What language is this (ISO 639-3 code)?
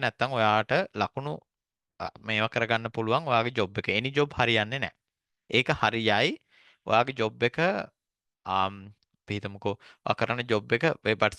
sin